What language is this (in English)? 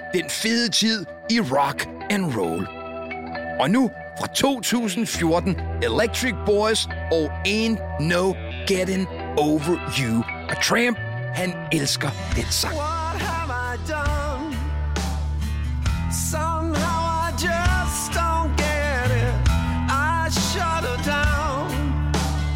Danish